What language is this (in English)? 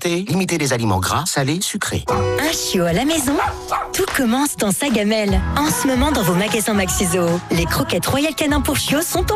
French